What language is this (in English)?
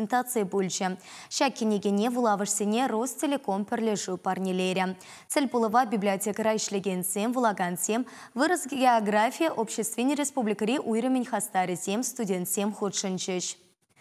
Chuvash